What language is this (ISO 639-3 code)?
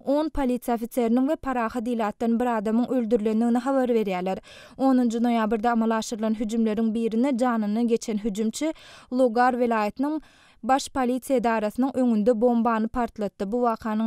tuk